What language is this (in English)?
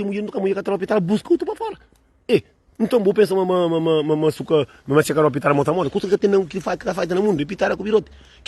Kabuverdianu